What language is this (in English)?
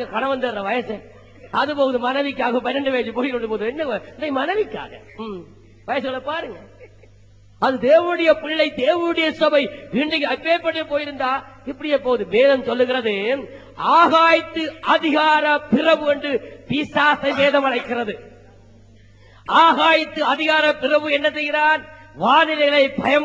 Tamil